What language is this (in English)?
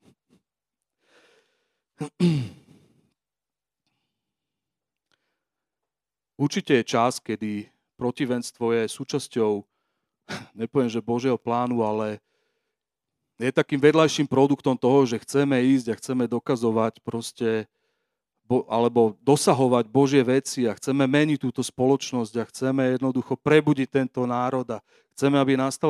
Slovak